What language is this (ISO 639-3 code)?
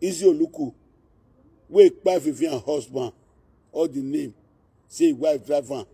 pcm